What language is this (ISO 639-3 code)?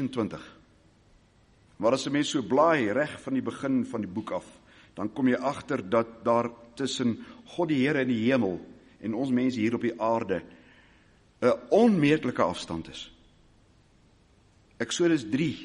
afr